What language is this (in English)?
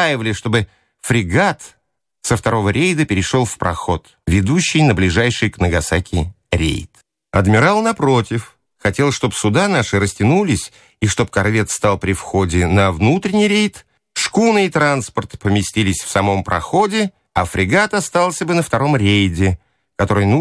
Russian